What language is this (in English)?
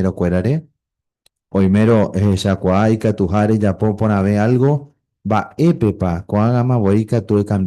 Guarani